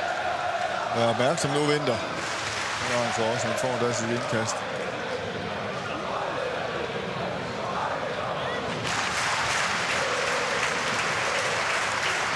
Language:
Danish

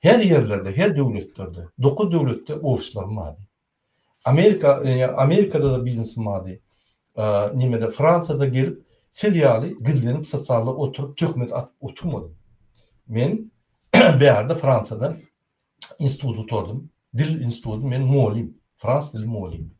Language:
Turkmen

